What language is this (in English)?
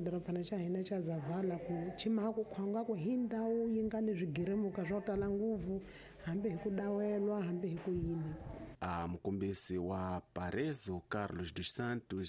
Tsonga